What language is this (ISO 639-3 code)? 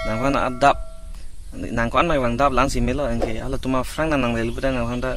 mjw